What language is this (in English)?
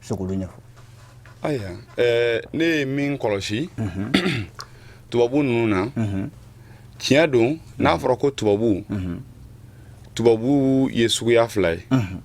Bambara